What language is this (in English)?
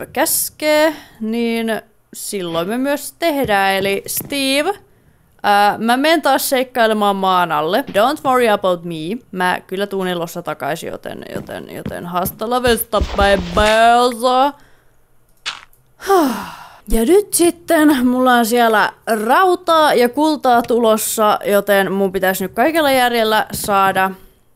Finnish